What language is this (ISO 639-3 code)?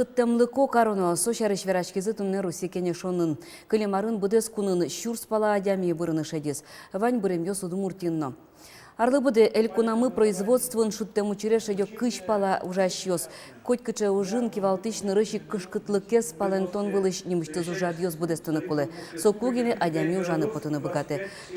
udm